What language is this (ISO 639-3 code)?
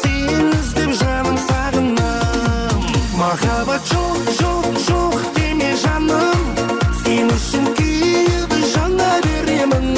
kaa